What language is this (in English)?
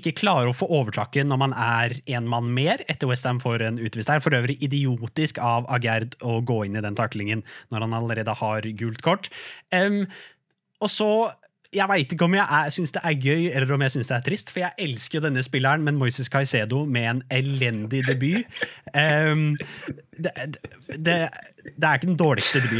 Norwegian